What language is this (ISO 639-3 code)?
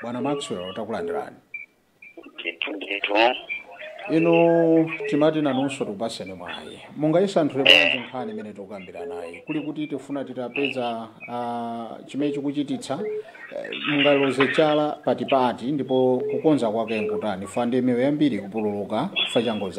nya